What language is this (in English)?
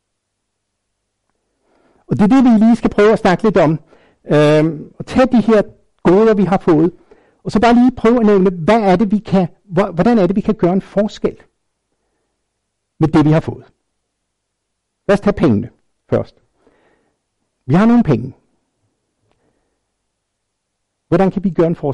Danish